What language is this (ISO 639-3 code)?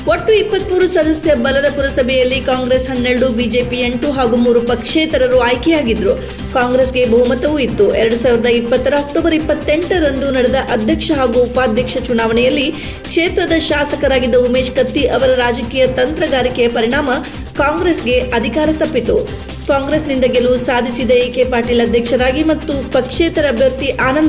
kan